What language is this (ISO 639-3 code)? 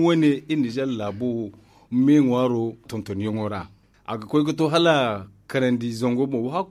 dje